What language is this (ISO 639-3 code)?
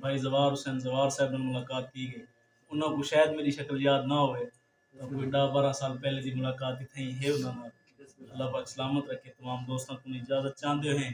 skr